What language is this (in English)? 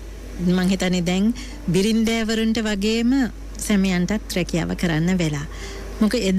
Sinhala